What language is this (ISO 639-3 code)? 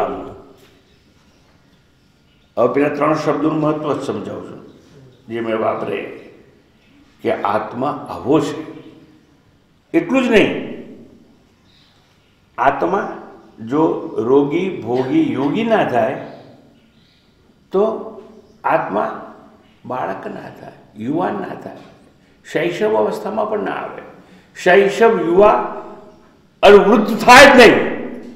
guj